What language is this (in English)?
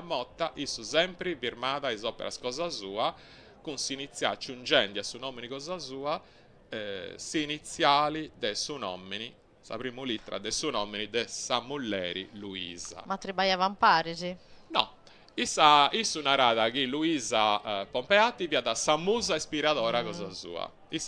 Sardinian